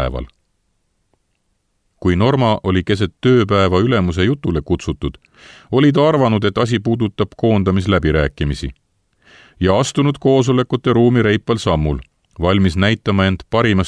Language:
Estonian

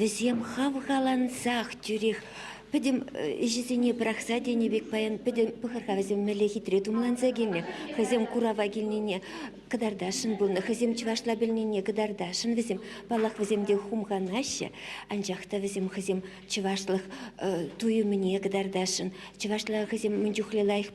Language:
Chuvash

